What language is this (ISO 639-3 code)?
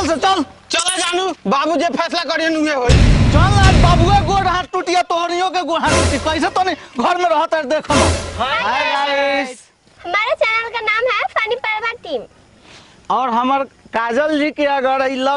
bho